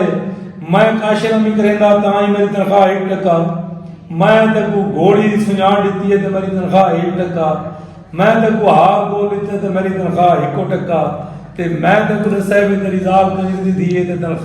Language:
Saraiki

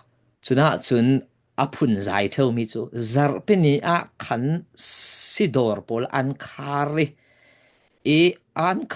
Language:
Falam Chin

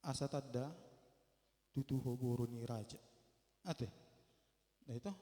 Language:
Batak Toba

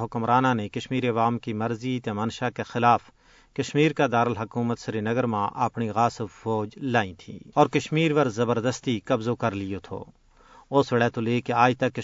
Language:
Gujari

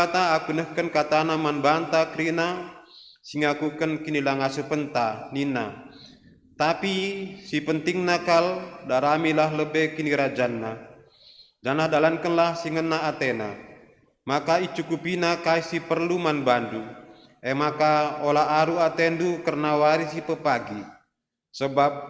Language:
Batak Karo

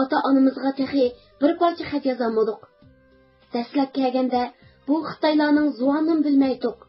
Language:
Uyghur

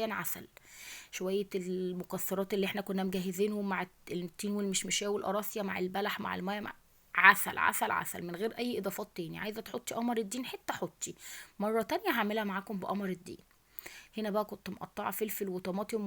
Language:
Egyptian Arabic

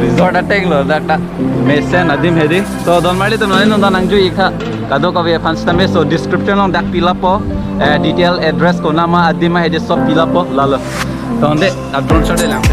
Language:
Karbi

